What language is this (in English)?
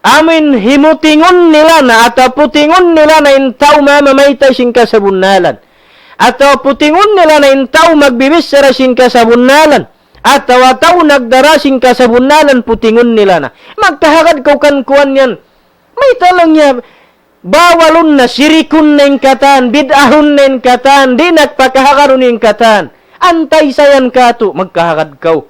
Tausug